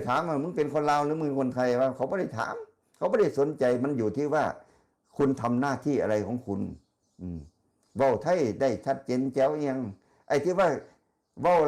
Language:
Northeastern Thai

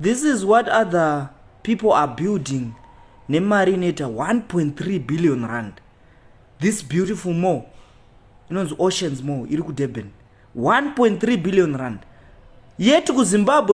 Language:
Shona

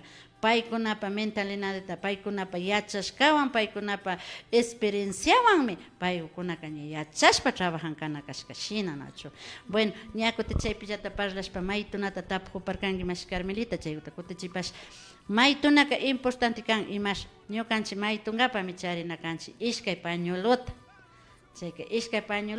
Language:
Imbabura Highland Quichua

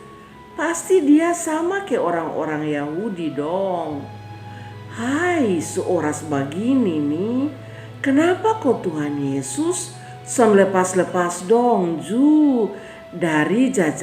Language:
Kupang Malay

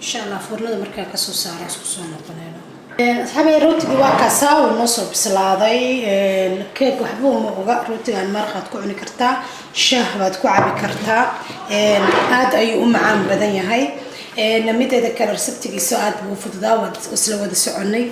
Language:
Somali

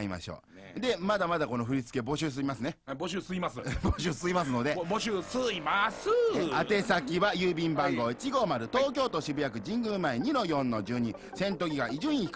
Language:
Japanese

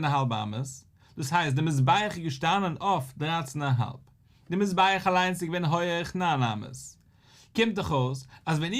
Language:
Yiddish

